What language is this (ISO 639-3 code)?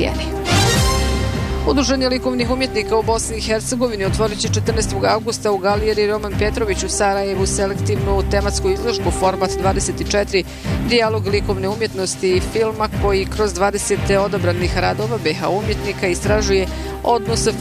bos